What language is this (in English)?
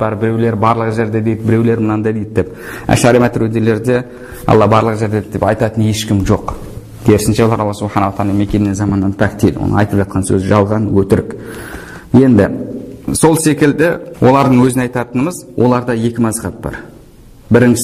Kazakh